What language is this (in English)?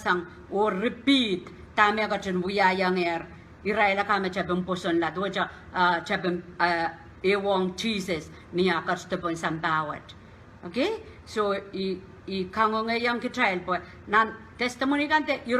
Pohnpeian